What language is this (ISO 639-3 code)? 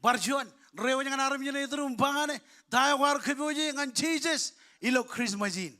mah